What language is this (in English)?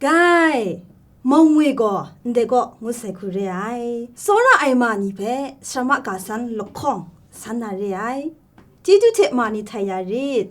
Kachin